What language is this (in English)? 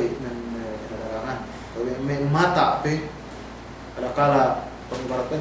Yakan